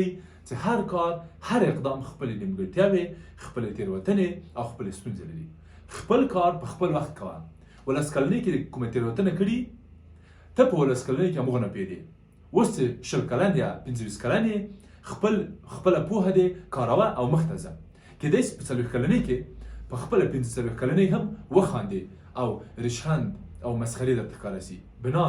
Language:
Pashto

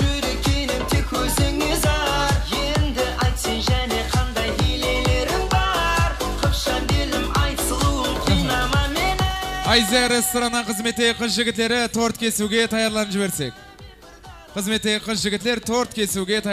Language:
Kazakh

